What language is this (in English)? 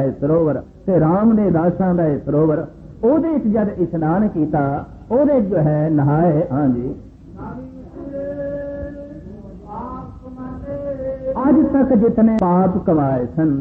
Punjabi